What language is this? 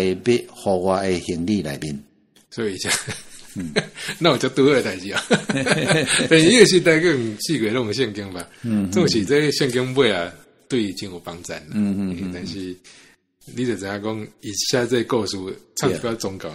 Min Nan Chinese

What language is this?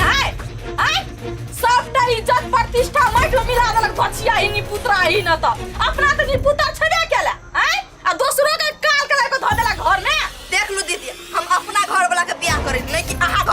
Maithili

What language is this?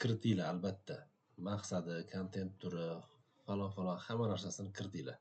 Uzbek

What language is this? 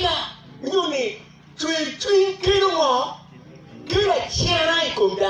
Acoli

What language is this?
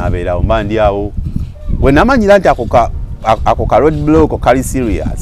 Ganda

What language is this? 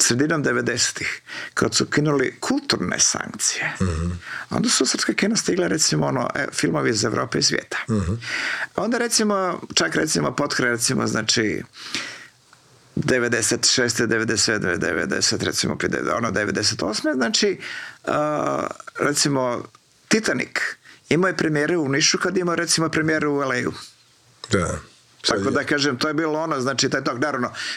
Croatian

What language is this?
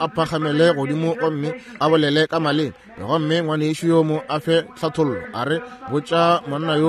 Northern Sotho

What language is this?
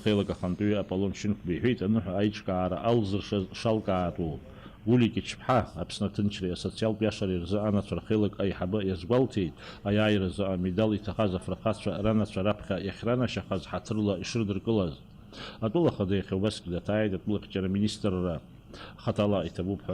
Abkhazian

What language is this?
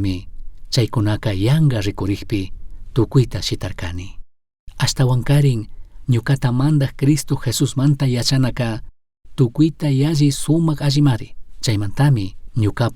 Chimborazo Highland Quichua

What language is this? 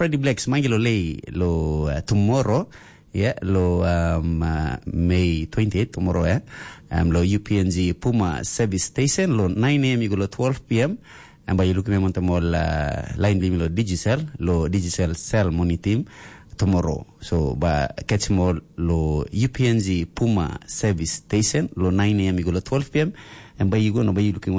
Tok Pisin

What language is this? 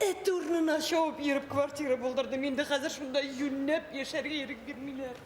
Tatar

